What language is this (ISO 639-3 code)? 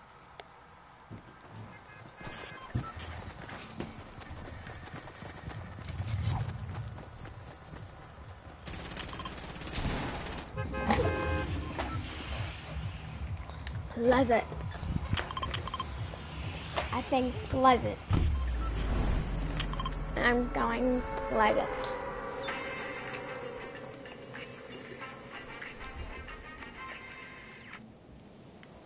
eng